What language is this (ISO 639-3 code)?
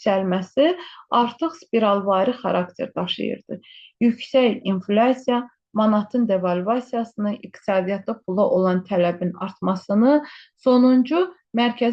aze